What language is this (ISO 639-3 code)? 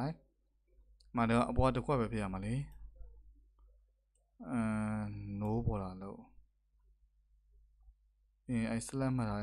mya